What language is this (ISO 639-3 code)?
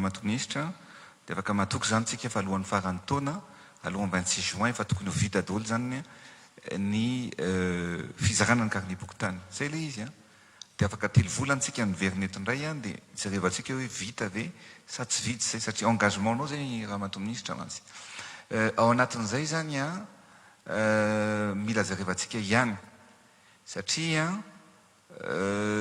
mlg